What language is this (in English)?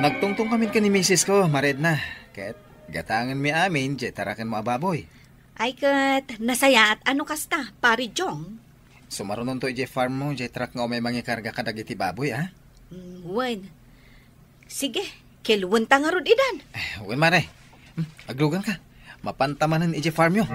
Iloko